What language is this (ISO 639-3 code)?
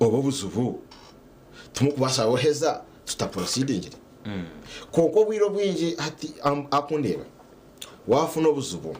nyn